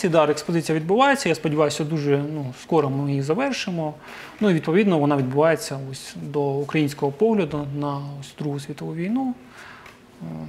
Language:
Ukrainian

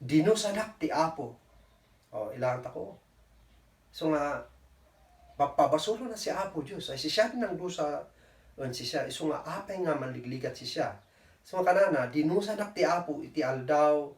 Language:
Kankanaey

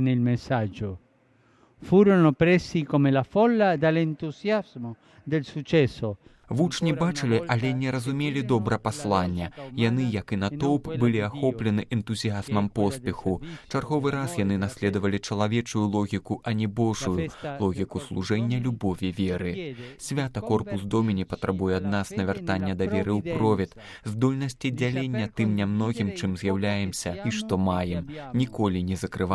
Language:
Belarusian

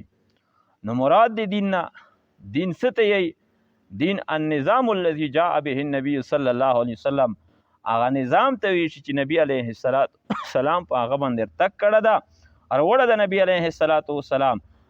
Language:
Pashto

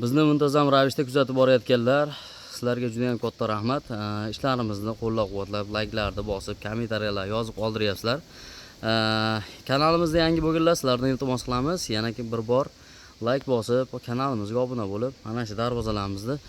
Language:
Uzbek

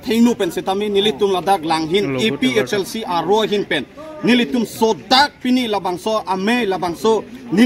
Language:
Karbi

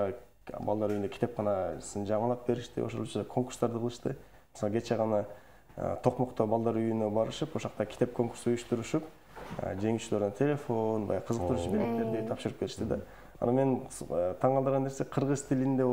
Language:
Kyrgyz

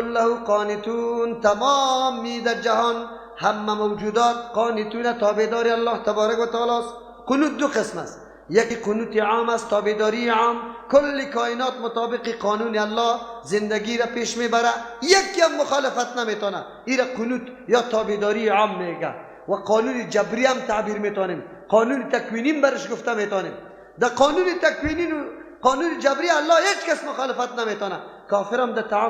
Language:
Persian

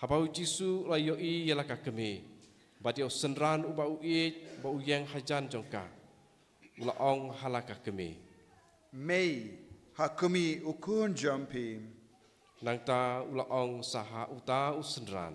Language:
Khasi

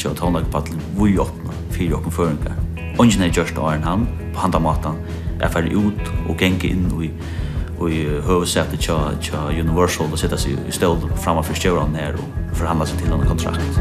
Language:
Faroese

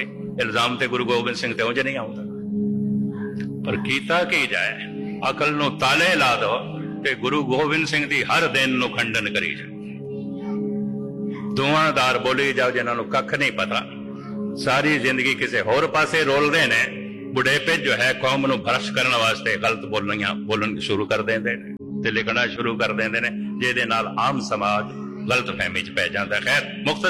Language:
Punjabi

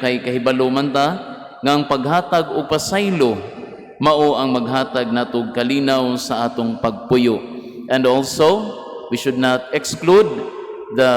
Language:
Cebuano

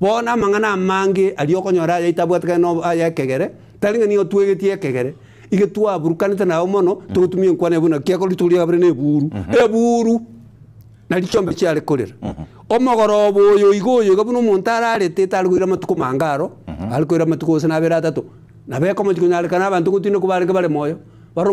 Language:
Gusii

